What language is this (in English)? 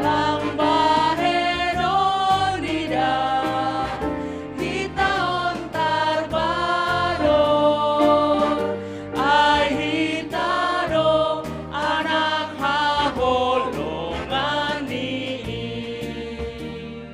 Batak Simalungun